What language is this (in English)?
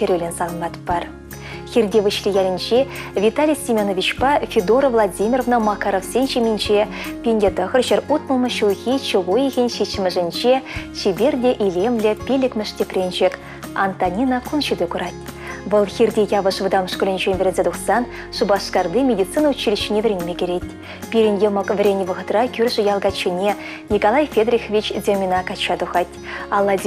Chuvash